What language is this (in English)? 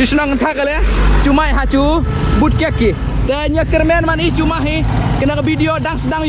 Khasi